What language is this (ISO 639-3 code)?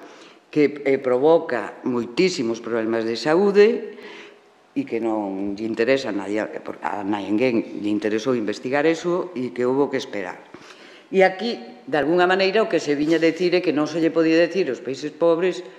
glg